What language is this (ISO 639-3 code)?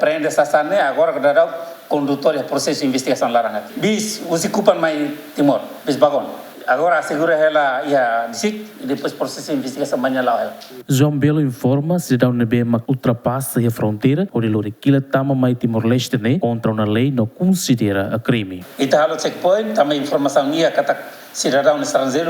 tet